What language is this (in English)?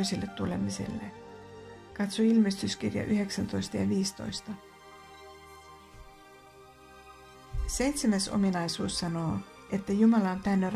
Finnish